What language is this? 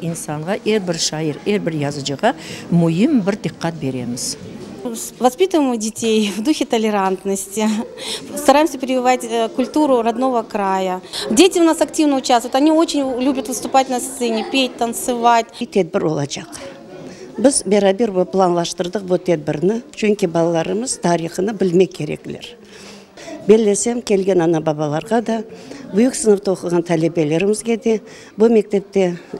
Crimean Tatar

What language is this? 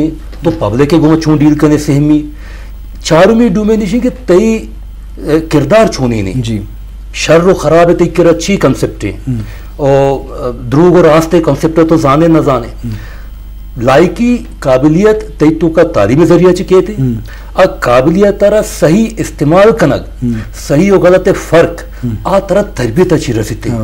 Eastern Balochi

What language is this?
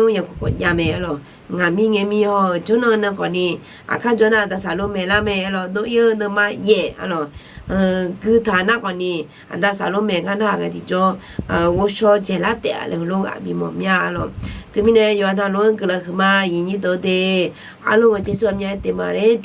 Akha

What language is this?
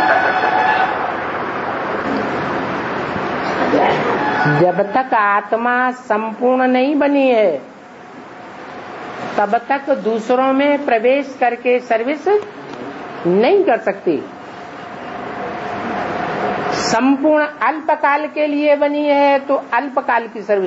Hindi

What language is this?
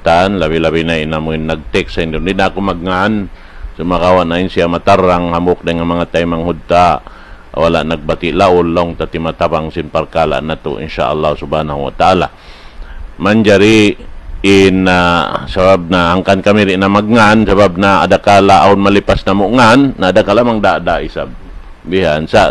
Tausug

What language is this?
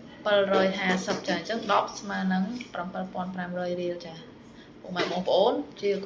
Khmer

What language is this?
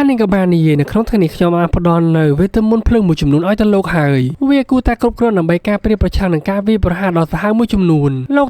Khmer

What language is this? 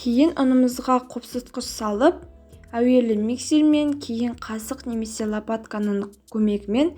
Kazakh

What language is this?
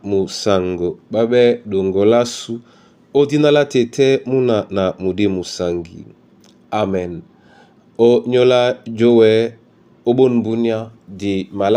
Duala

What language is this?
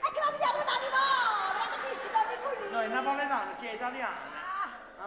Neapolitan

